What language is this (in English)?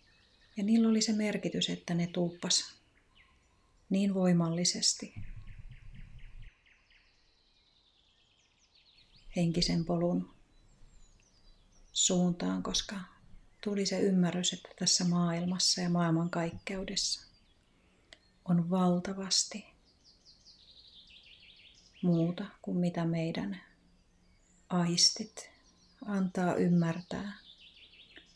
Finnish